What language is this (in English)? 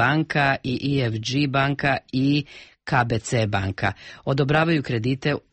Serbian